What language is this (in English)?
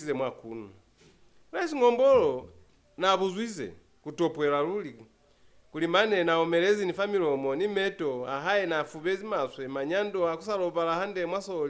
Lozi